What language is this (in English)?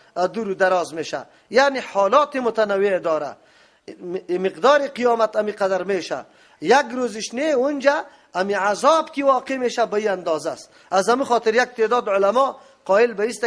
Persian